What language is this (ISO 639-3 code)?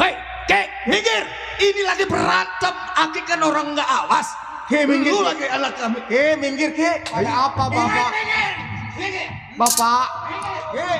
bew